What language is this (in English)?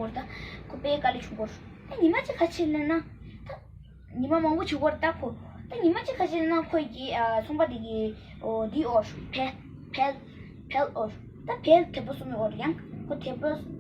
Tibetan